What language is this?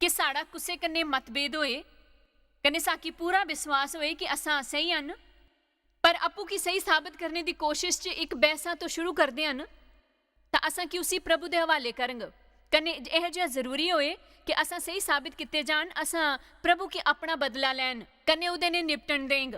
Dogri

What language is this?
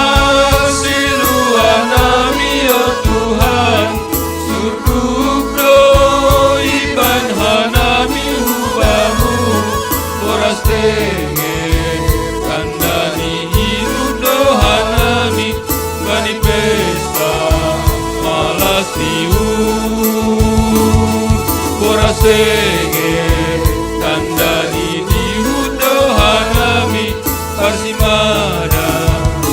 Batak Simalungun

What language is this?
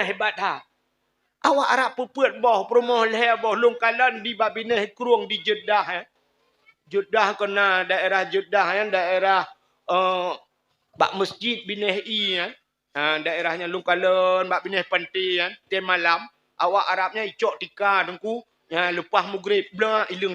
Achinese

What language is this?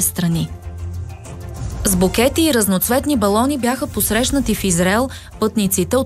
Bulgarian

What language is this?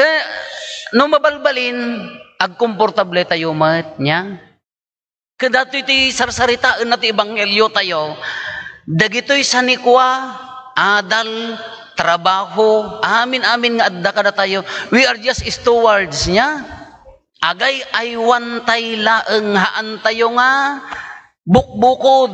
Iloko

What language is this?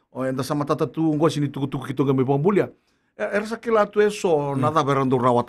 Fijian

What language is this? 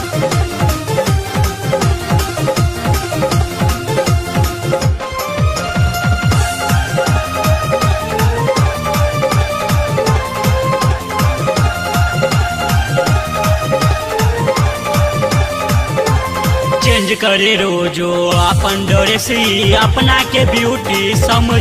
Bhojpuri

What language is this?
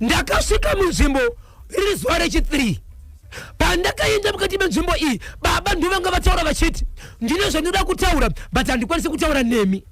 Shona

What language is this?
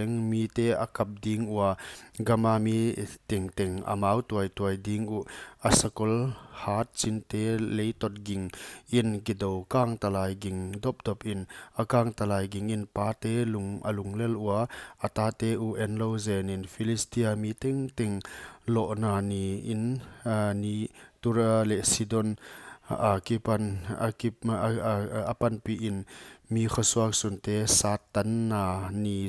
Paite Chin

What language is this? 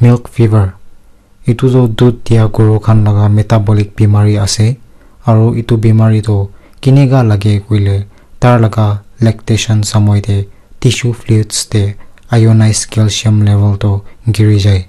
Naga Pidgin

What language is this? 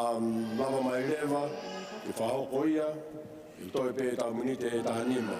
Tongan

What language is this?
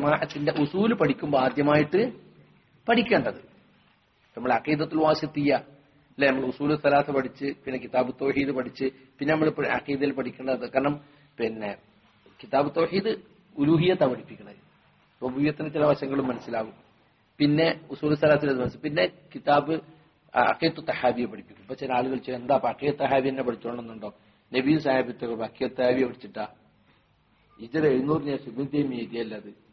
Malayalam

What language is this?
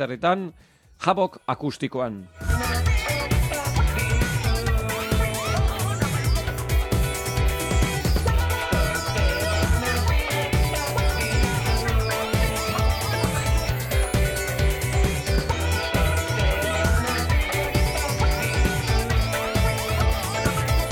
Basque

